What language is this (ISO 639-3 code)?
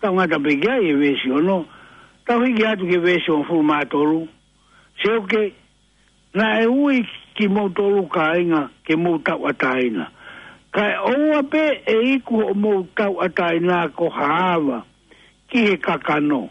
ton